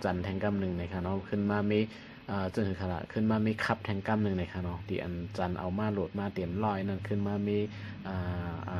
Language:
Shan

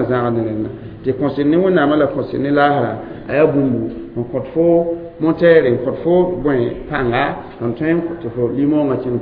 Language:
Mossi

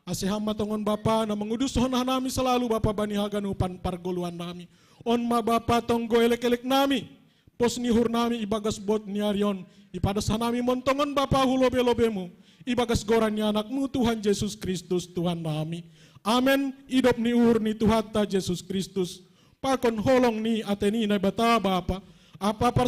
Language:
Batak Simalungun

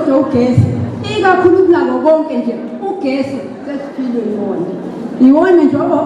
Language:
Zulu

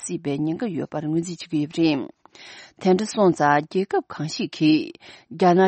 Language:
Tibetan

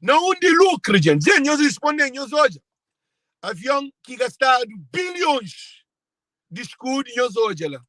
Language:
Kabuverdianu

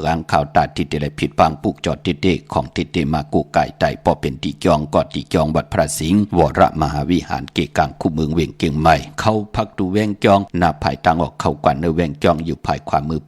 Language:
Shan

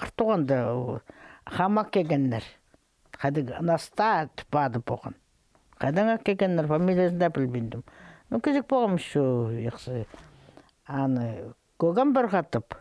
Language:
Khakas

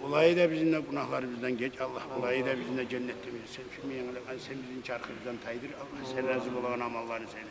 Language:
Kumyk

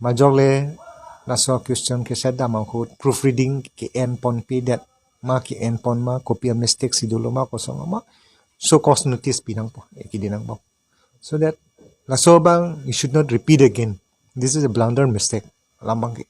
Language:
Karbi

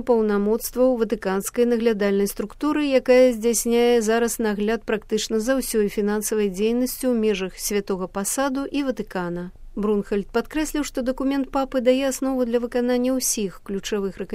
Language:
Belarusian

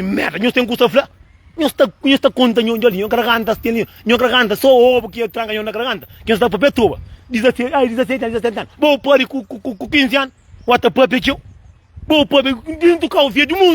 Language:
Kabuverdianu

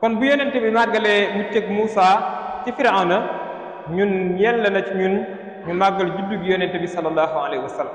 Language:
Wolof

